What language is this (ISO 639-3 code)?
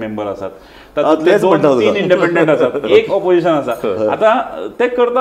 kok